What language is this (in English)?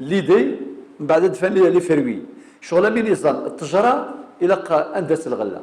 Kabyle